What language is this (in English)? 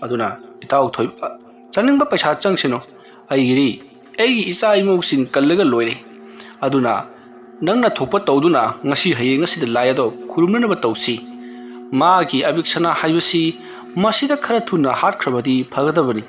Manipuri